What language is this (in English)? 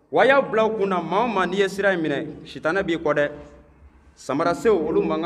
Bambara